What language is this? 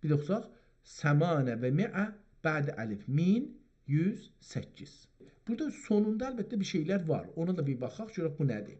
South Azerbaijani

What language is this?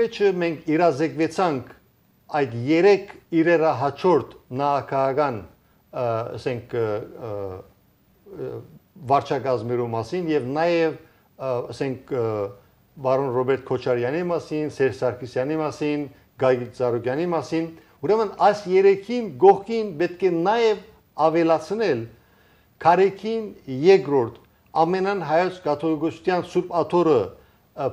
Armenian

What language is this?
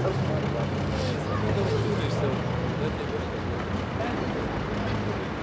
Russian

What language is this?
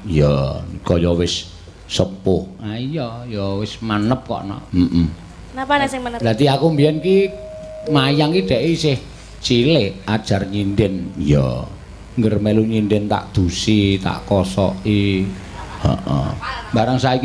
Javanese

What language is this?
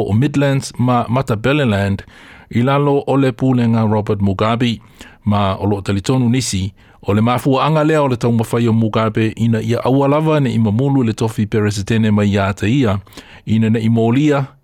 Samoan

